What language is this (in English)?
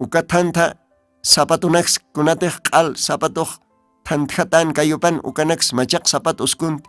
Aymara